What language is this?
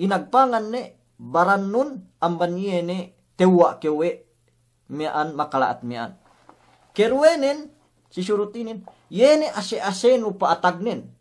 Yakan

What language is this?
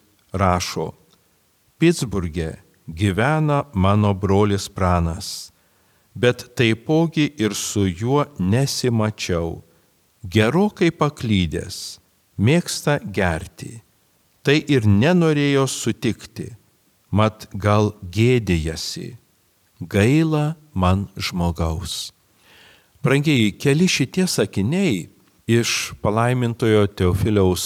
Lithuanian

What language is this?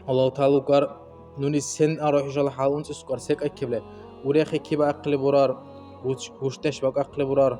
Dargwa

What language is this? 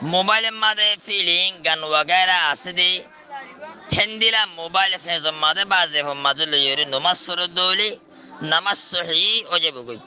Rohingya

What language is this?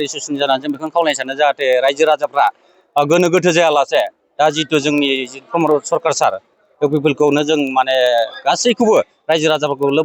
Bodo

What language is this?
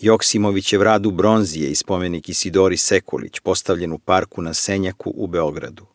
Serbian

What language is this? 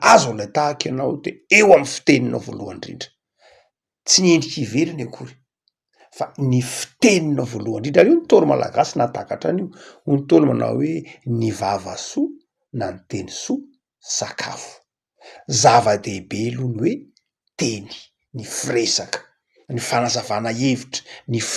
Malagasy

